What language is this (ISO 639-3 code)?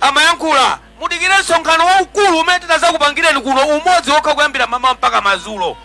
nya